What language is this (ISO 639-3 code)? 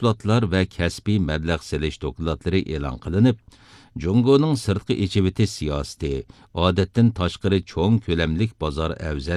uig